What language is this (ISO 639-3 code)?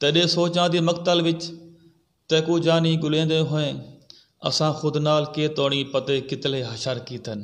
skr